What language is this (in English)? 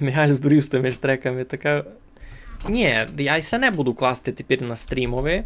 Rusyn